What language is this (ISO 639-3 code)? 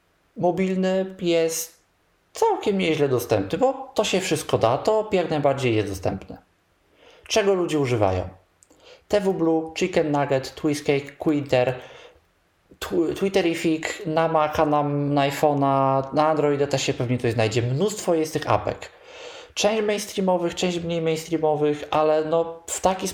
pol